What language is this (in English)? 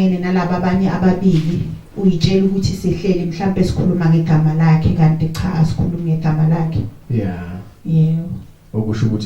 Zulu